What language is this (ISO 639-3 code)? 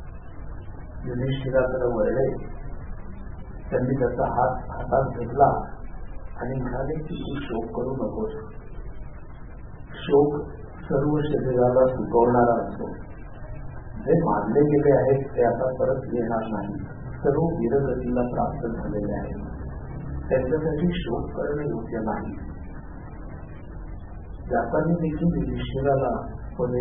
mar